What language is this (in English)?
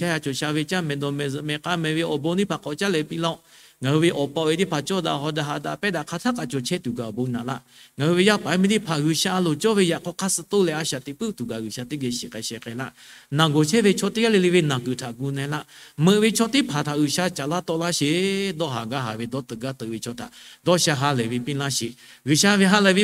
Lahu